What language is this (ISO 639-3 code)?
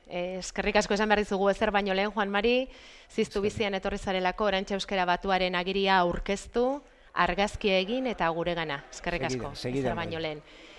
eus